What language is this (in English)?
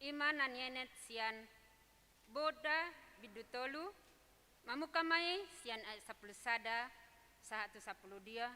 Batak Toba